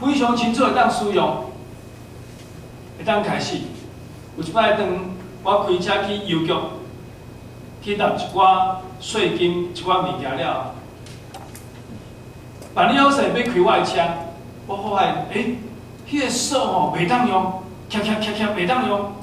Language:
Min Nan Chinese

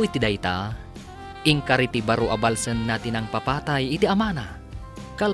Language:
Iloko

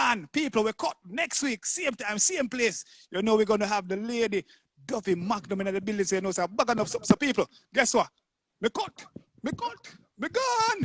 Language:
Jamaican Creole English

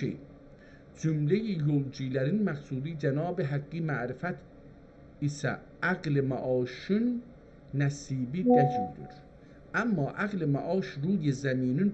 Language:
South Azerbaijani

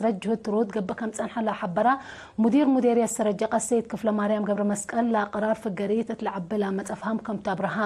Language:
Tigre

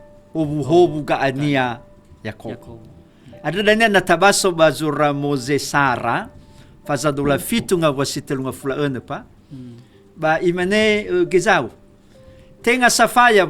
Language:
Nias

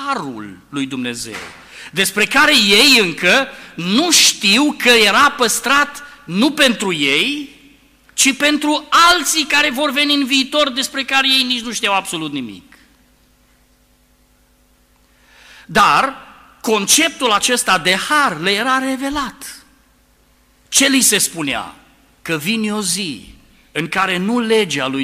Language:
Romanian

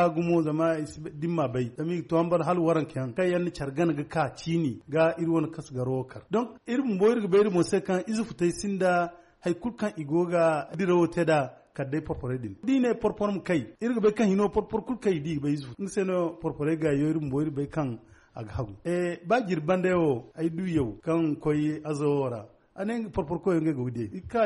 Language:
Zarma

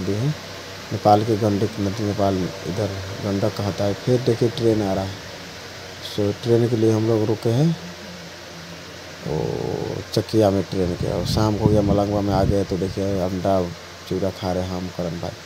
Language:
Hindi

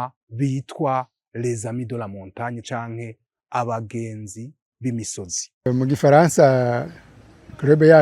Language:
Rundi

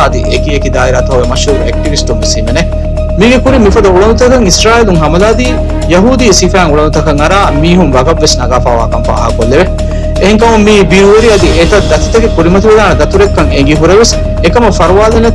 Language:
Divehi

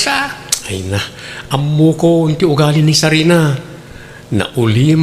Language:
Iloko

